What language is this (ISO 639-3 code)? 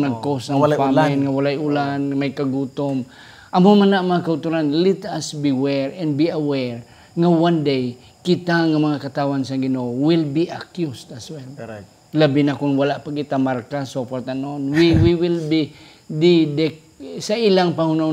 hil